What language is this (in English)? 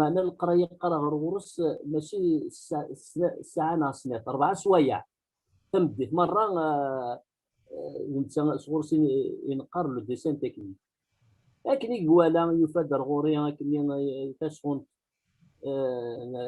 Kabyle